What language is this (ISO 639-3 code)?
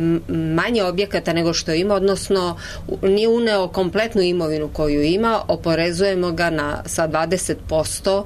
srp